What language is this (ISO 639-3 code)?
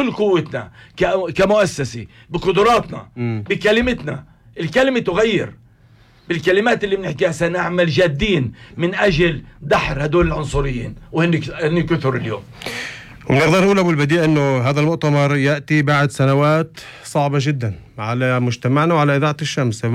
apc